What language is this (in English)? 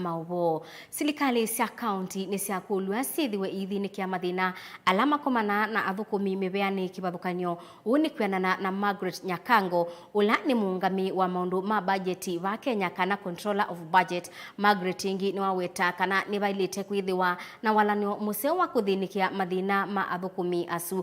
Kamba